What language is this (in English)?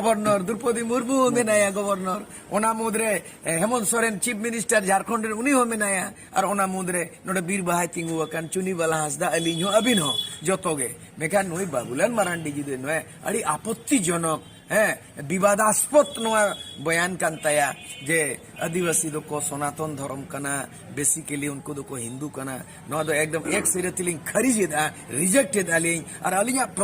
Santali